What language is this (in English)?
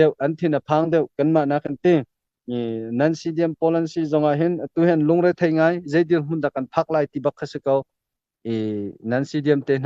Hakha Chin